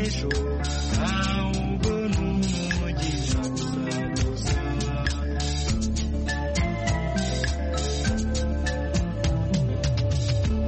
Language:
Kinyarwanda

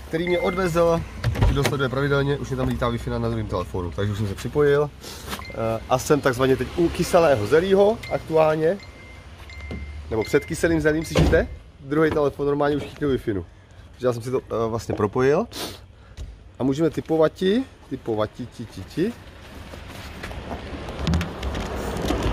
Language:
Czech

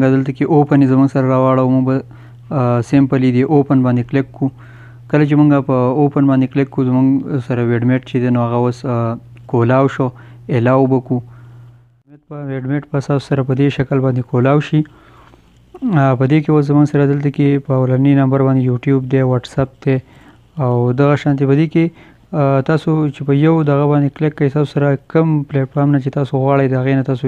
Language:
Pashto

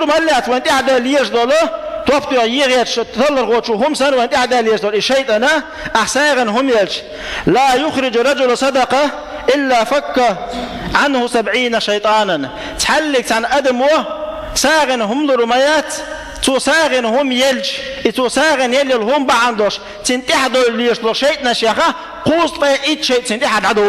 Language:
Chechen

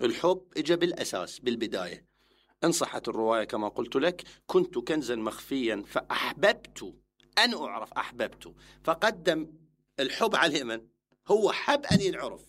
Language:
Mesopotamian Arabic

